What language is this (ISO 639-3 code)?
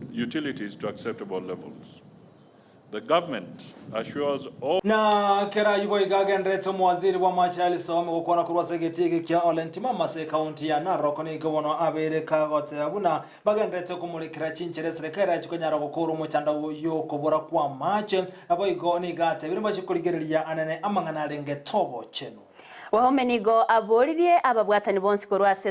guz